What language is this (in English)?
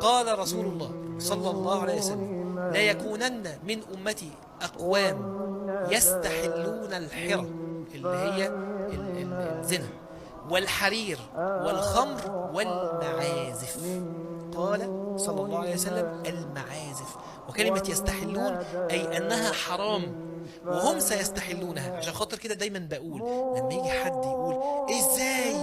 Egyptian Arabic